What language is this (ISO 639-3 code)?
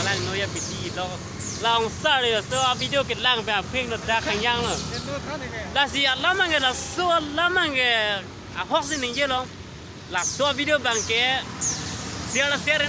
mjw